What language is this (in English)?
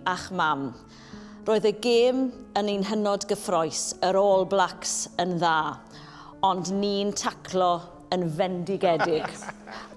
Welsh